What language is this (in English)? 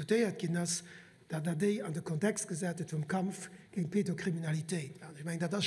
Luxembourgish